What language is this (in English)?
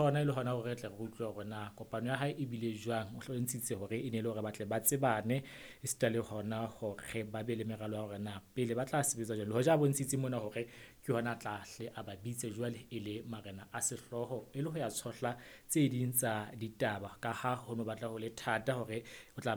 Southern Sotho